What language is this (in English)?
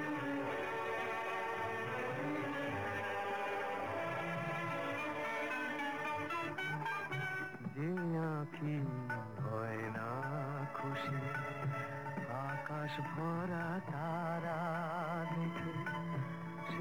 Bangla